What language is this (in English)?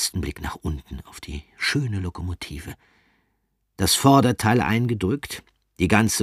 German